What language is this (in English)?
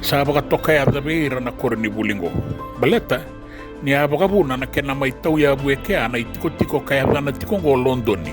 Fijian